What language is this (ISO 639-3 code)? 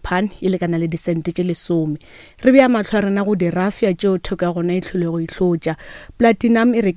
nso